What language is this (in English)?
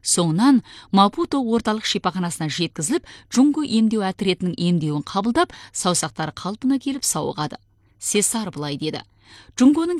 Kazakh